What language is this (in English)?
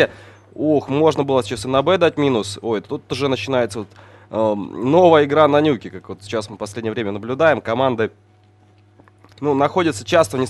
Russian